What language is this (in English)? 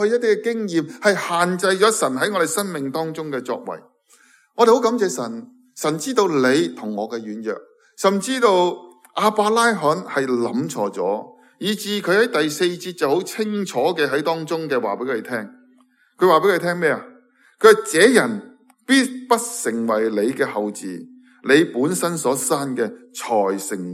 Cantonese